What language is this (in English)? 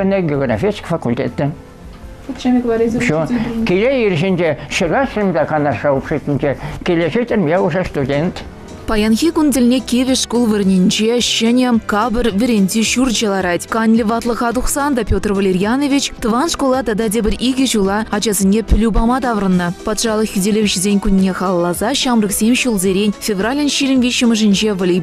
Chuvash